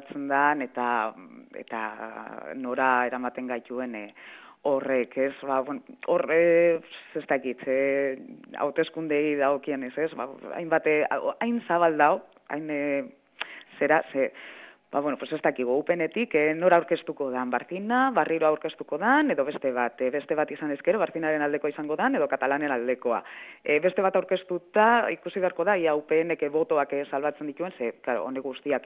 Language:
Basque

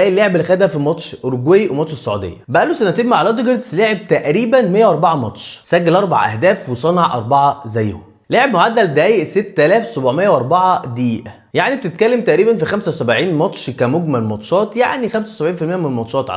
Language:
Egyptian Arabic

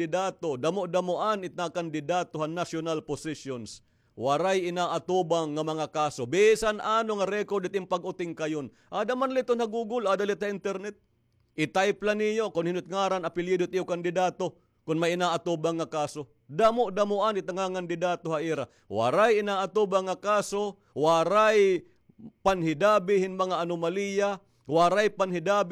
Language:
Waray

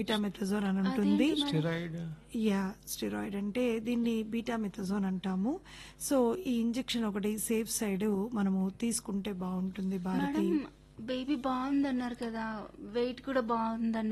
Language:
Telugu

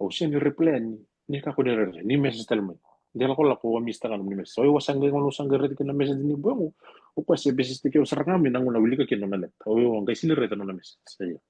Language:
Fijian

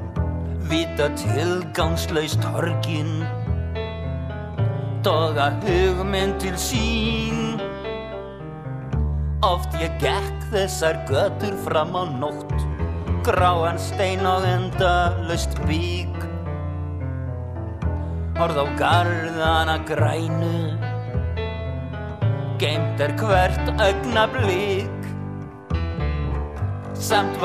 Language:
Icelandic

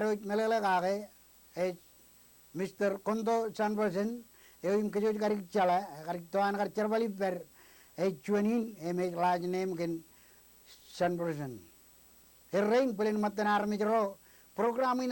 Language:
Marshallese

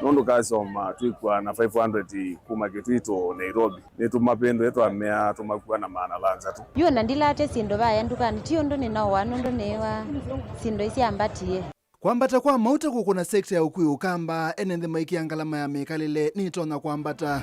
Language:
Kamba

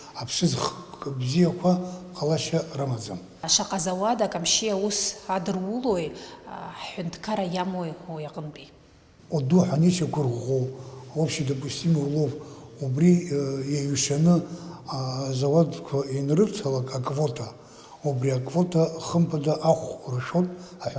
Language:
Abkhazian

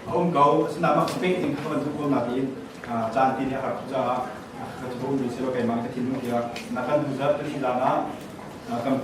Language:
Hakha Chin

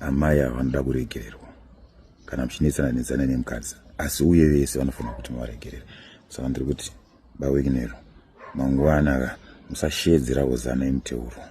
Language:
Shona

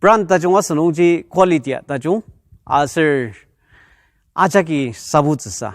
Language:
Ao Naga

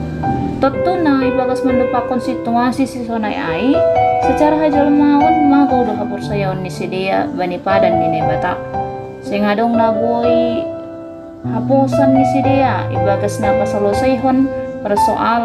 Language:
Batak Simalungun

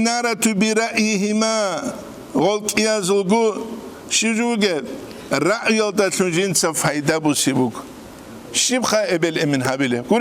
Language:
Avaric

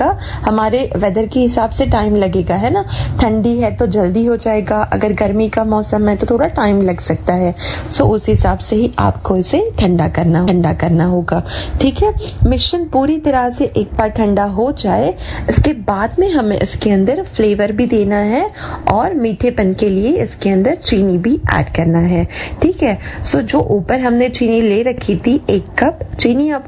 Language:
Hindi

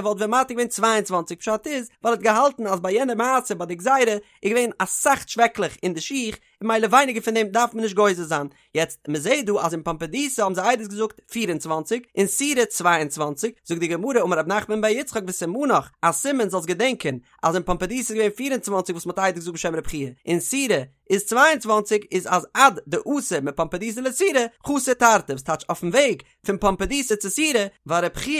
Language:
Yiddish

